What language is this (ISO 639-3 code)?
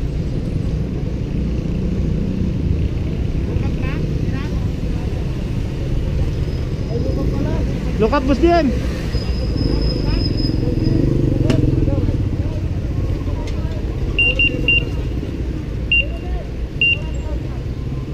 fil